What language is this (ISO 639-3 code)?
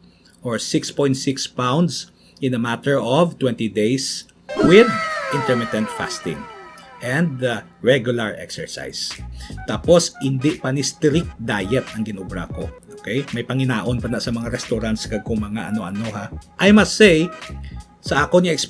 hil